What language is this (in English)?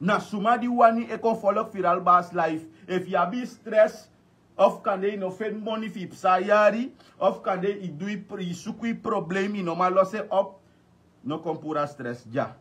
Sranan Tongo